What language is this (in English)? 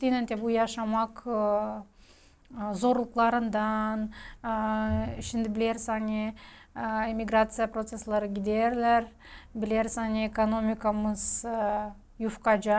Gagauz